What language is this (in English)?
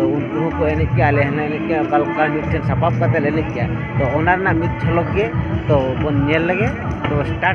Santali